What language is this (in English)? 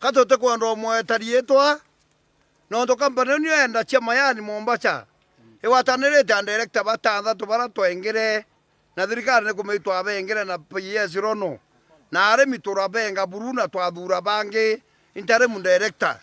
Meru